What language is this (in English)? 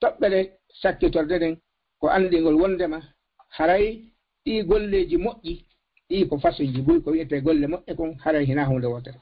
Fula